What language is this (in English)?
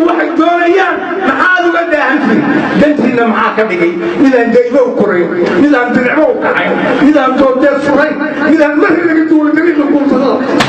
Somali